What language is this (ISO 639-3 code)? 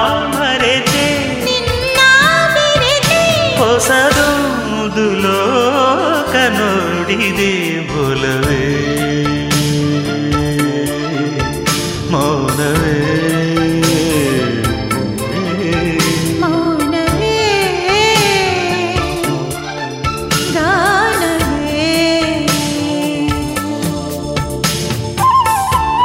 kan